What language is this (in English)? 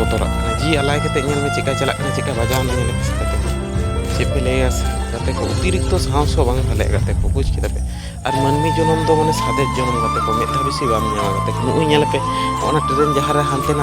Santali